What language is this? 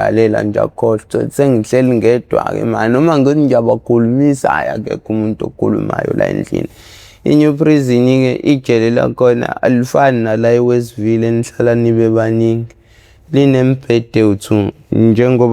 Zulu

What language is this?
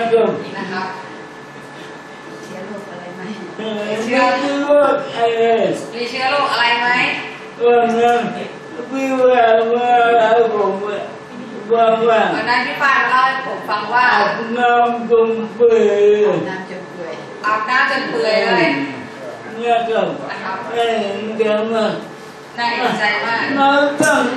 Thai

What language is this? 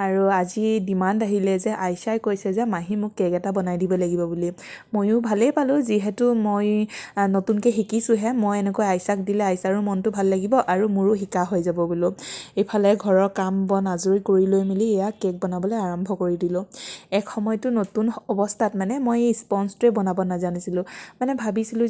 Assamese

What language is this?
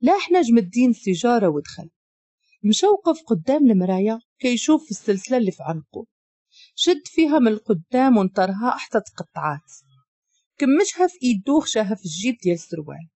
Moroccan Arabic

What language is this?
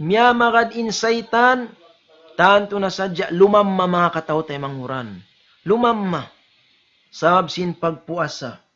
Tausug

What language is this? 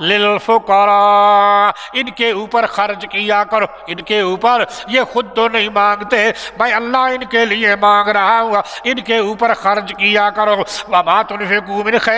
Urdu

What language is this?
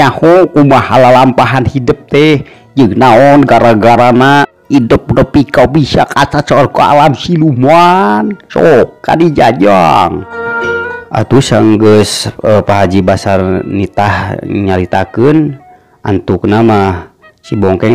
Sundanese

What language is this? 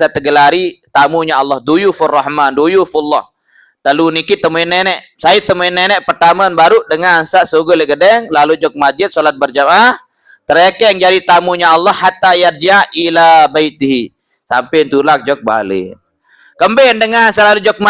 Sasak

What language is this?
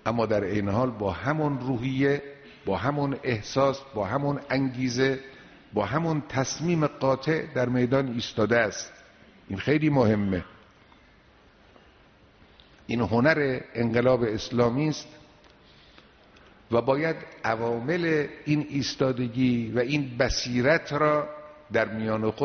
Persian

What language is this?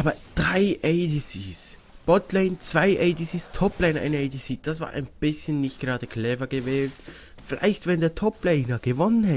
Swiss German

